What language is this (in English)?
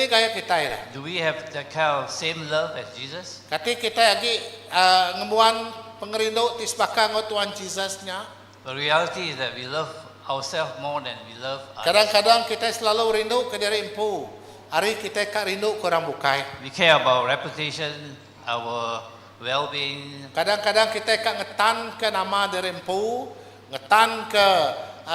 Iban